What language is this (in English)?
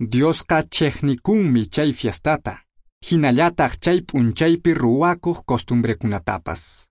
Quechua